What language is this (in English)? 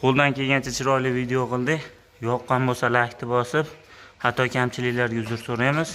Uzbek